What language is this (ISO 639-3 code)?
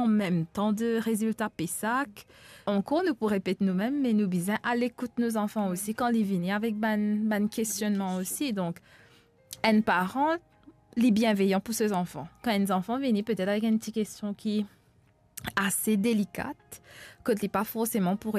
mfe